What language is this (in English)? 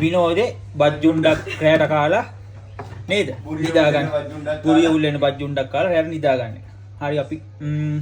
Sinhala